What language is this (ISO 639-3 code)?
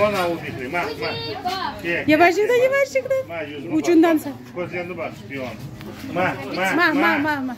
crh